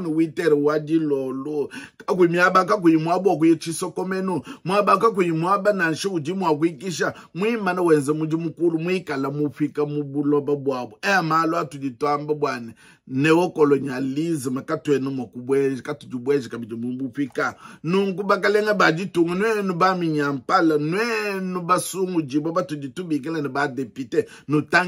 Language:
Luba-Lulua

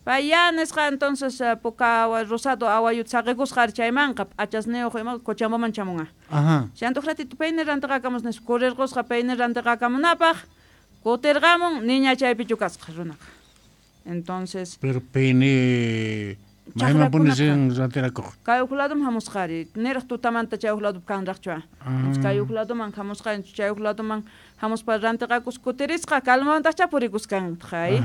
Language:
South Bolivian Quechua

